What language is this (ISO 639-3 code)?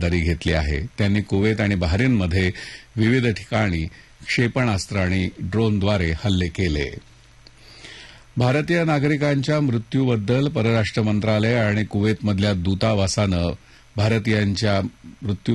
mar